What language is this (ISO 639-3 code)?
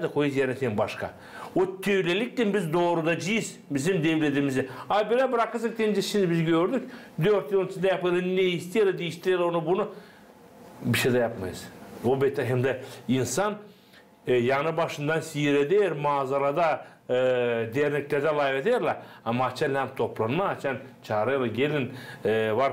gag